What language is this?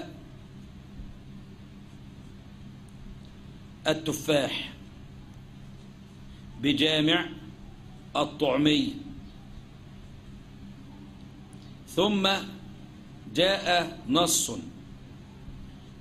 Arabic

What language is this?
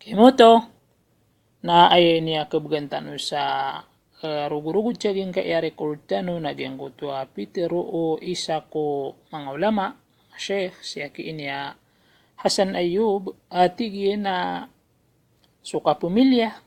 Maranao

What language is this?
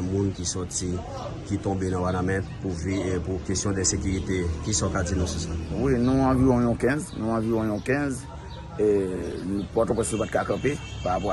Haitian Creole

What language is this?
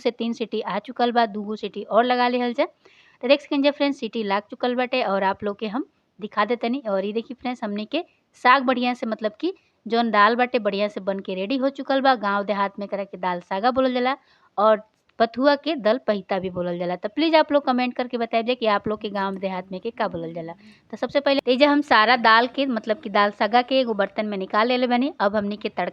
Bhojpuri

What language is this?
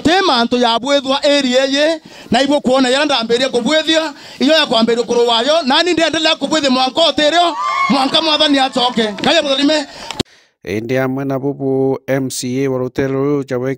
Meru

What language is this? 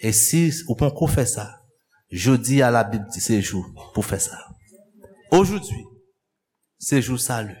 Haitian Creole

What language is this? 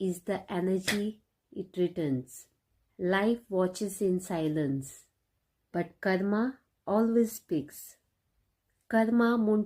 Konkani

